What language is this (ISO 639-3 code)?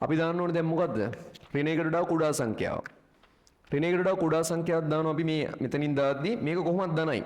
sin